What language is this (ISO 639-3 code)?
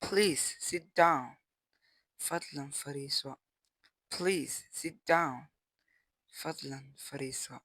som